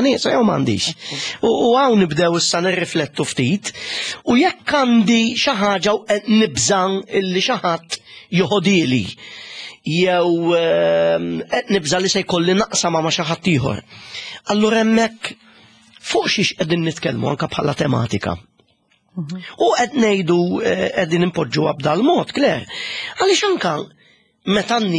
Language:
Maltese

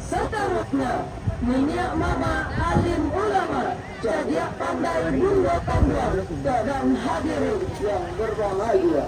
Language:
Minangkabau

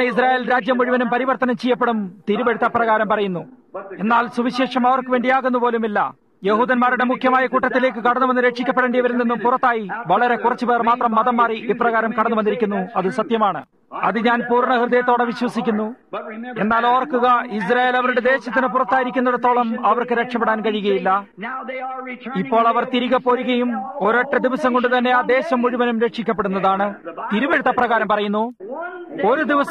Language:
Malayalam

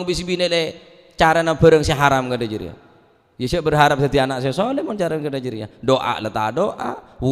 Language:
Madurese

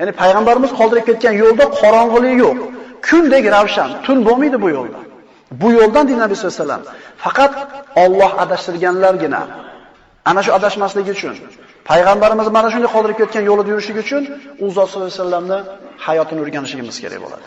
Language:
Uzbek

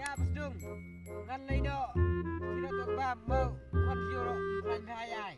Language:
Khasi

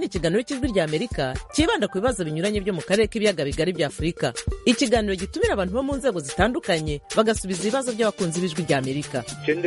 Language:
Kinyarwanda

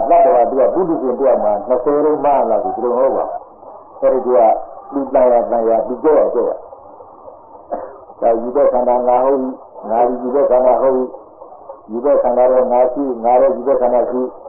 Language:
Burmese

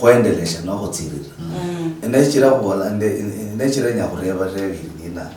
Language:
Luyia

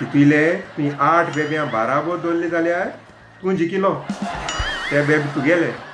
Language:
Konkani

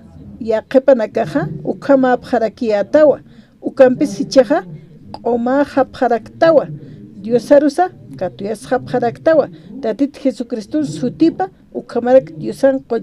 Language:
Aymara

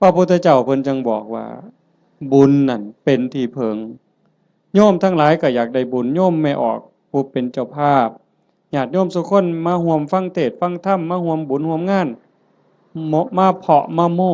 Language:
Northeastern Thai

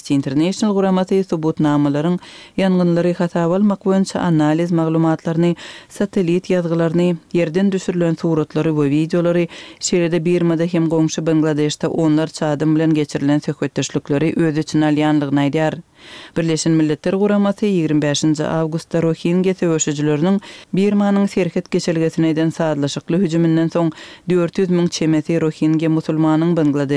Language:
Turkmen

